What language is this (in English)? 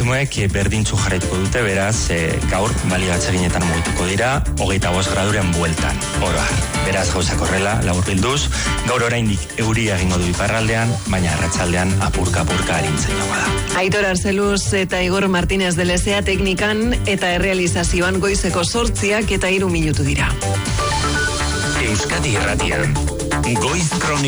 Basque